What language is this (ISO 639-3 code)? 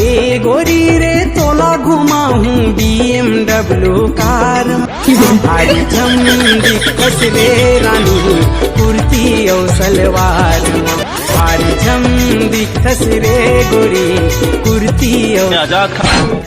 hne